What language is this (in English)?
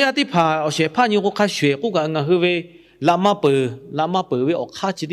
Lahu